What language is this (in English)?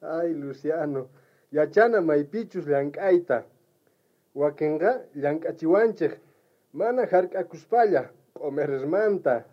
South Bolivian Quechua